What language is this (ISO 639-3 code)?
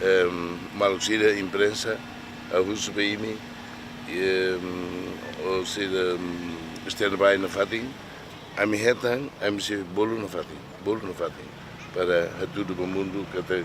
tet